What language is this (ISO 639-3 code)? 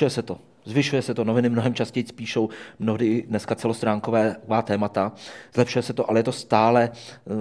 ces